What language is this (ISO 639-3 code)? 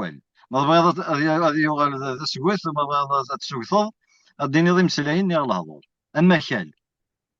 kab